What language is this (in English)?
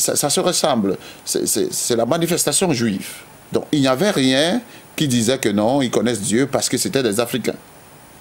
French